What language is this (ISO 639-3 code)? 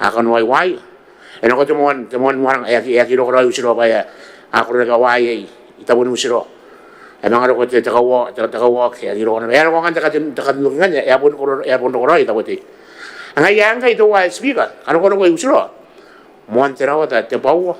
gil